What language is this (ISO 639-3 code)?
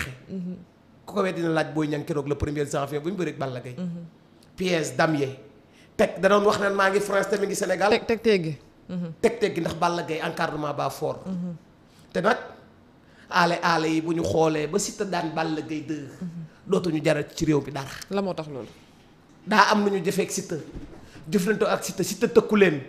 wol